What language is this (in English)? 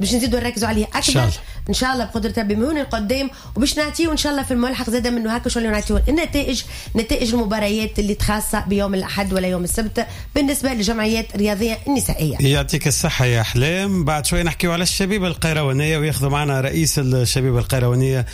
Tunisian Arabic